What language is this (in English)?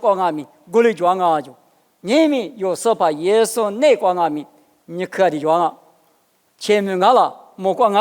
Lisu